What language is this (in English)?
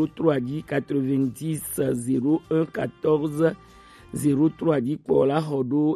Gen